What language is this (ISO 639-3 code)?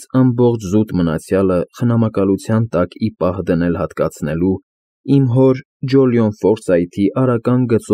hye